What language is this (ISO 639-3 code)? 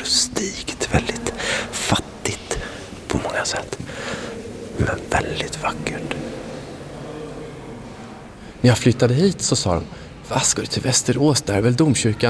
swe